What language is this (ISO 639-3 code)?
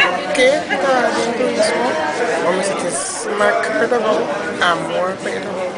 pap